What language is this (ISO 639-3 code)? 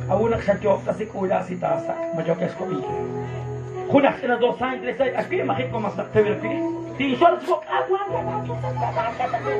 kek